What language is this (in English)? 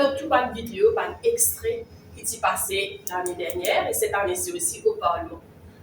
Morisyen